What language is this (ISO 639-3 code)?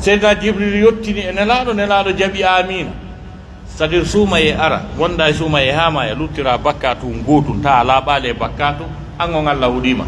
fuf